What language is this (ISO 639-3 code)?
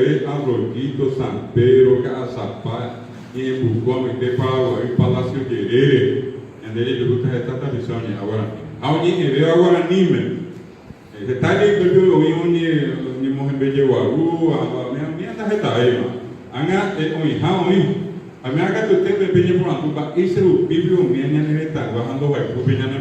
grn